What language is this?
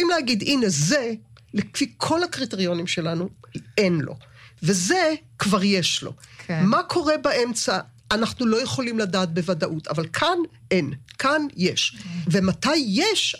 Hebrew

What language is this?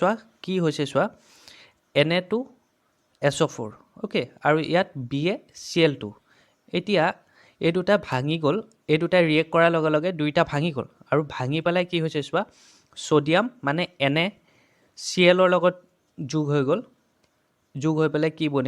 Assamese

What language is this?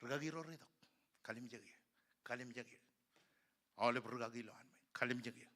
Marshallese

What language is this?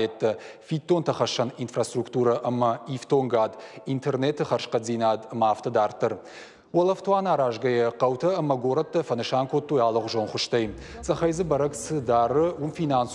Ossetic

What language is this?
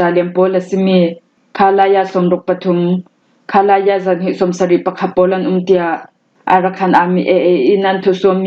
Falam Chin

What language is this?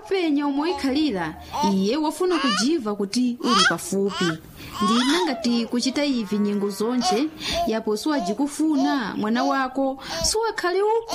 Nyanja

